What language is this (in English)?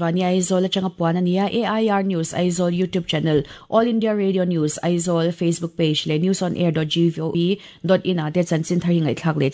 Mizo